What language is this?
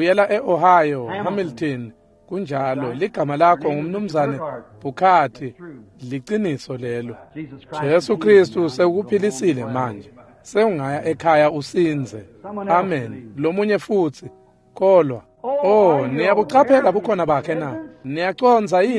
Swati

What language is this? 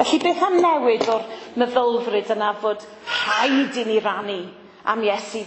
Welsh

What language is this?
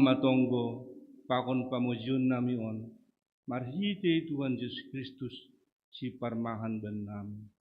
Batak Simalungun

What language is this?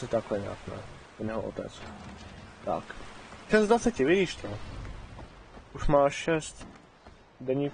Czech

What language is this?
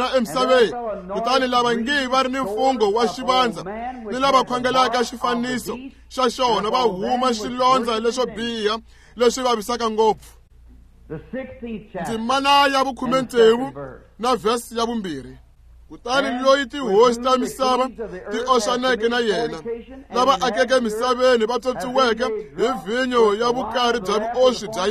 Tsonga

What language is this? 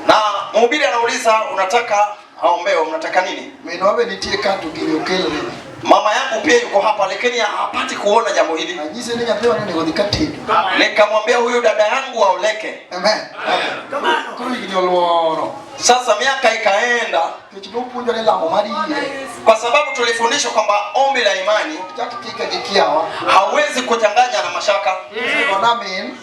Luo (Kenya and Tanzania)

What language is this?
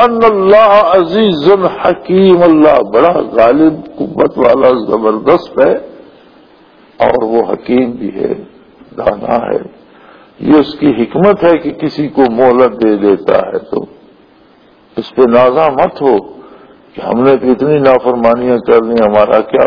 Urdu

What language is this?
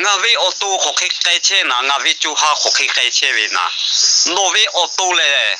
Lahu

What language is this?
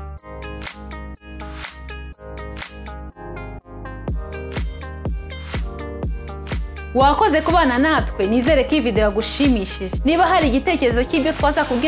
Kinyarwanda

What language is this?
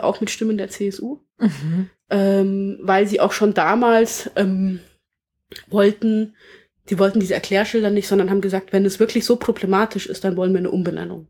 German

